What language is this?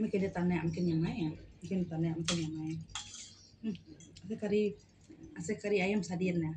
Iban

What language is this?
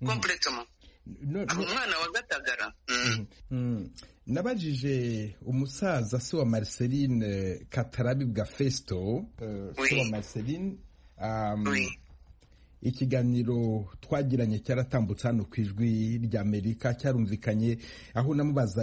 Kinyarwanda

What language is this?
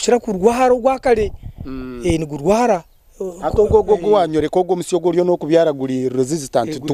Nyankole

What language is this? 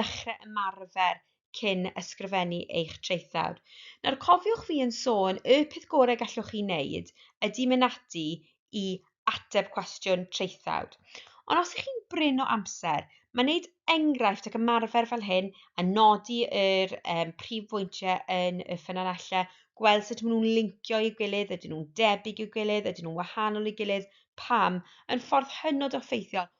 Welsh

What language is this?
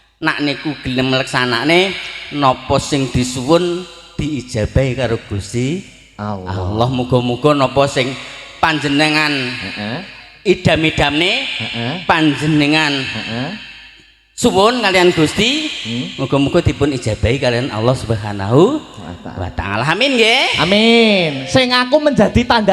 Javanese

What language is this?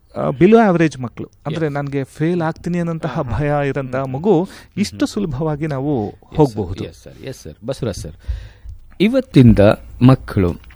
Kannada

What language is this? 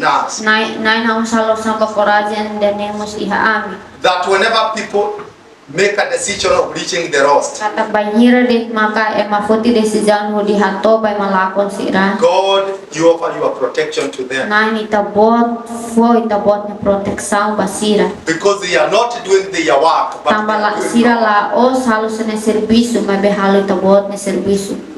Tetum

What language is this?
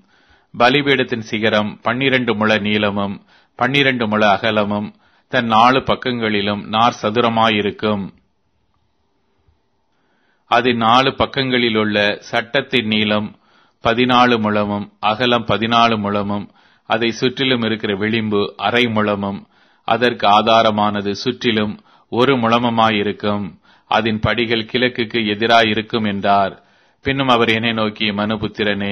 Tamil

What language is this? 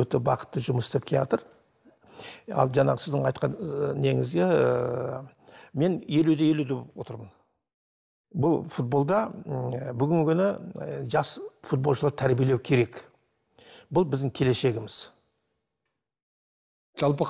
Kazakh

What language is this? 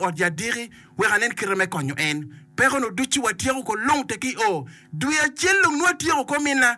Acoli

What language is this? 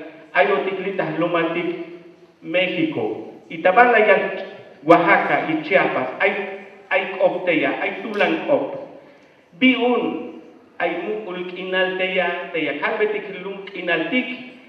Tzeltal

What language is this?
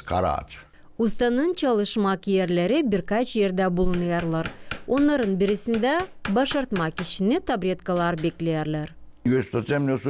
Gagauz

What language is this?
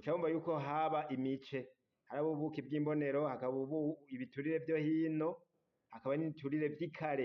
Rundi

